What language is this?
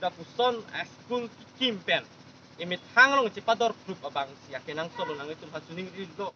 Karbi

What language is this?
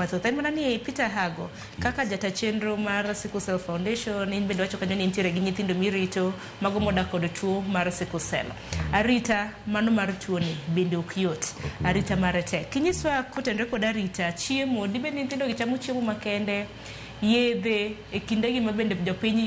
Luo (Kenya and Tanzania)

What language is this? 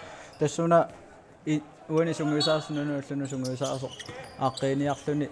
Kalaallisut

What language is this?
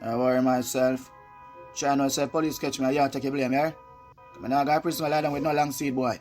Jamaican Creole English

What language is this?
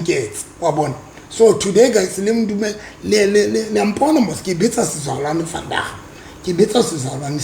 Southern Sotho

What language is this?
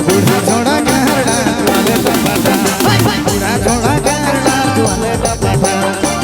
Sadri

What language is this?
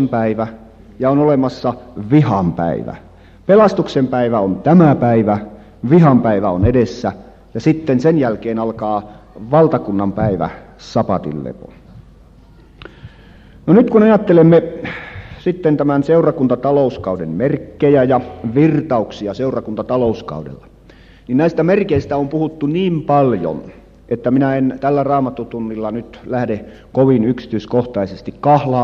Finnish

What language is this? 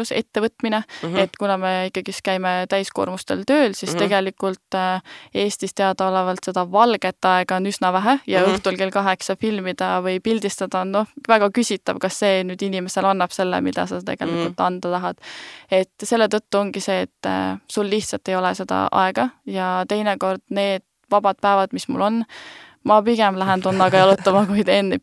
Estonian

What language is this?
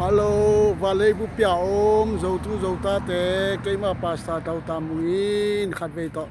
Tedim Chin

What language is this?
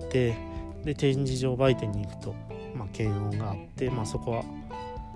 Japanese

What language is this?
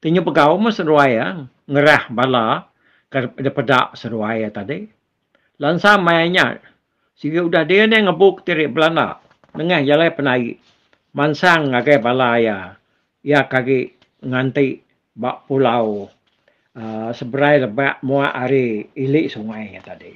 Iban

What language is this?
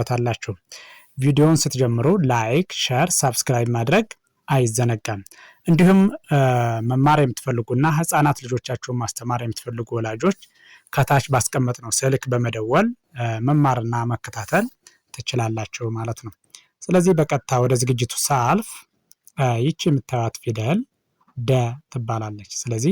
Amharic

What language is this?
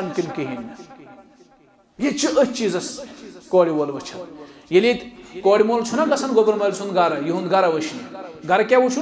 Kashmiri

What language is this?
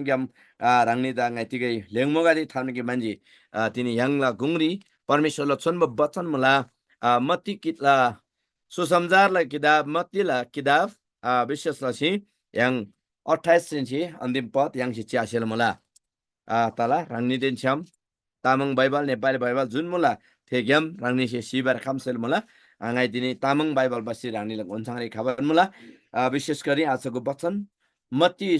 Eastern Tamang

